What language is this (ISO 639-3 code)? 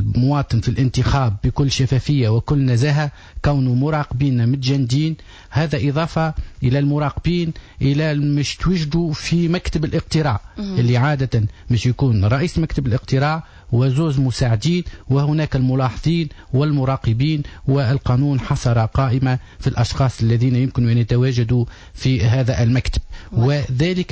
aeb